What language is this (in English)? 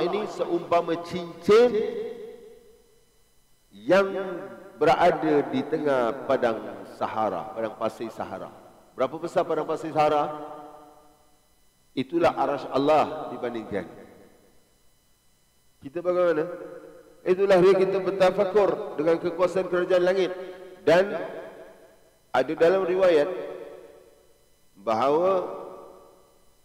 Malay